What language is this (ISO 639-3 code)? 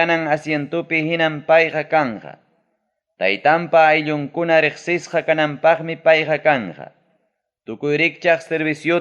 quy